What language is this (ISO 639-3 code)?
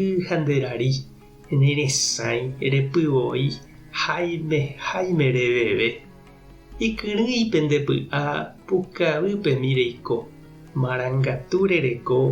grn